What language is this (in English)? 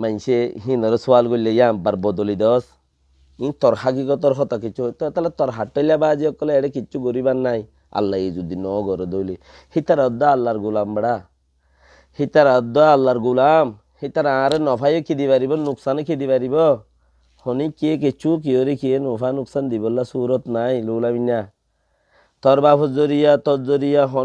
Rohingya